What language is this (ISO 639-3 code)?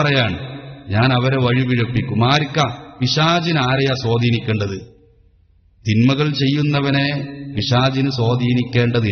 mal